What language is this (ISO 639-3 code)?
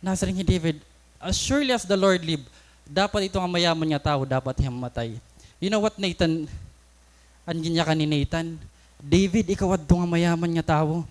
war